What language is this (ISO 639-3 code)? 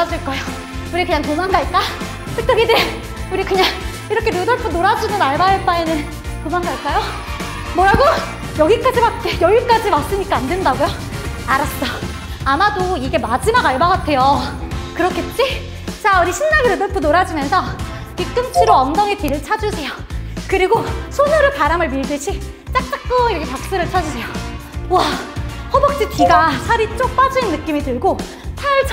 kor